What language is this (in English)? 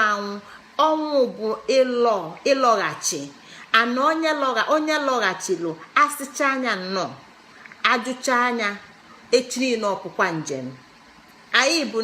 Igbo